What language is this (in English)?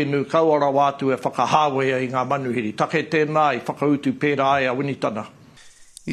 Māori